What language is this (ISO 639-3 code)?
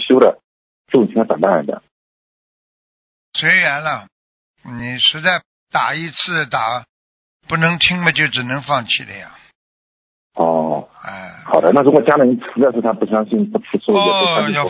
zho